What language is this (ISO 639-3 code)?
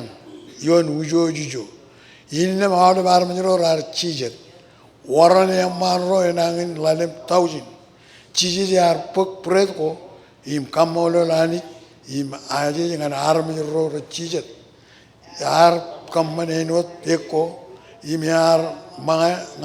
mah